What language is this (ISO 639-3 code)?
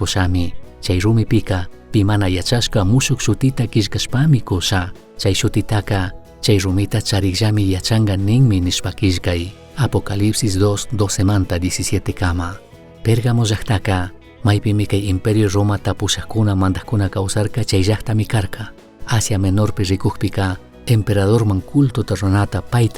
qug